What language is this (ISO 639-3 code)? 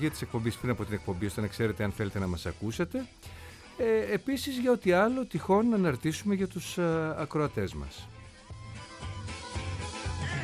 ell